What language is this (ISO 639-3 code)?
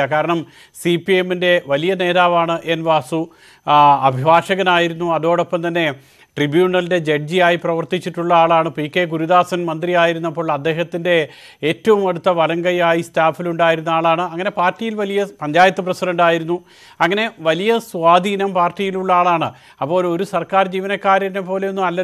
mal